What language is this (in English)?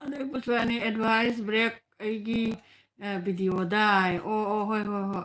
Manipuri